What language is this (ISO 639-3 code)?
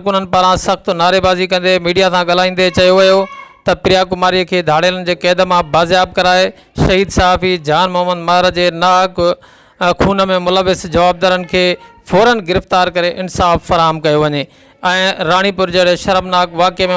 snd